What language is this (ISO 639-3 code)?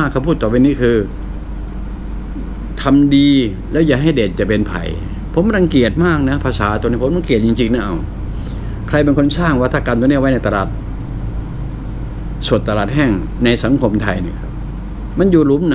tha